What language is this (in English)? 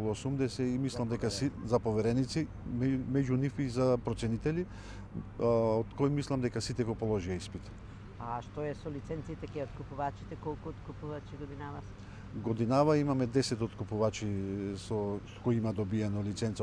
Macedonian